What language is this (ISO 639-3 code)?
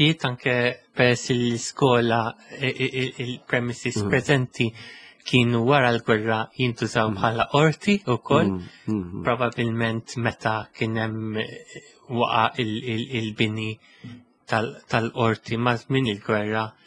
mlt